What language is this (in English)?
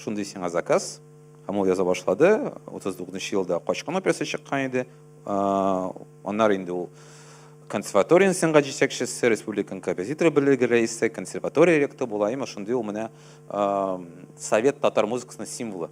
Tatar